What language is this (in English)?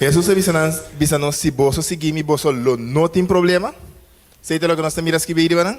Papiamento